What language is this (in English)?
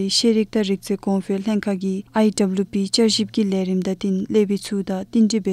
Dzongkha